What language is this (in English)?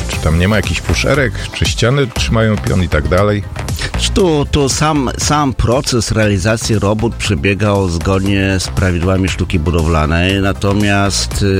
Polish